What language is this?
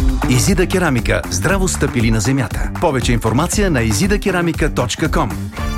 Bulgarian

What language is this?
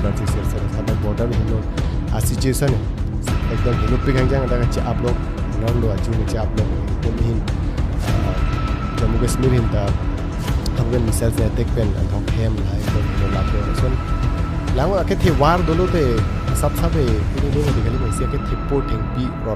Karbi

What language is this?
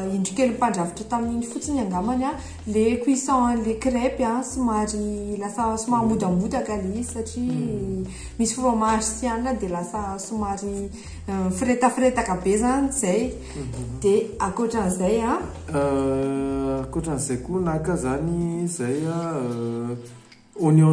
Malagasy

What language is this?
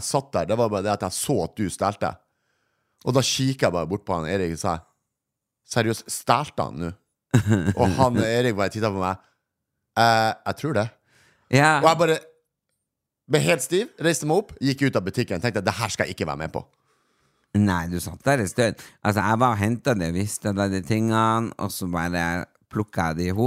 Norwegian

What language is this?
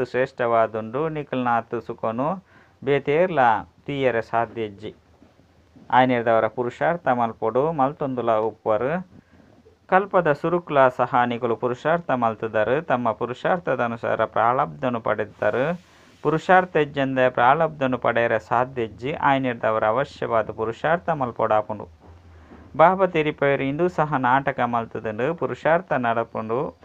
Tulu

